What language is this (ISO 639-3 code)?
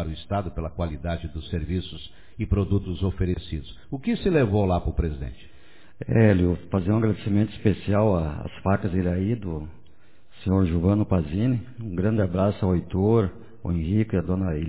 por